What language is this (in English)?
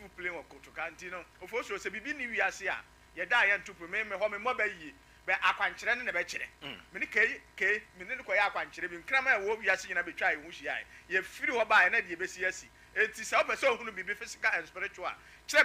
Akan